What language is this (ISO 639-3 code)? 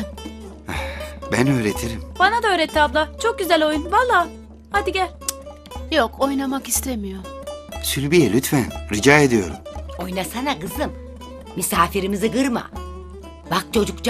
tur